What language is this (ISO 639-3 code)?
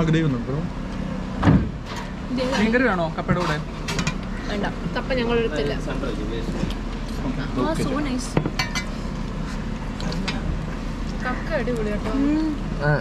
mal